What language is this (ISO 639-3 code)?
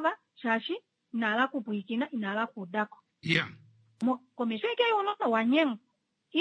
kua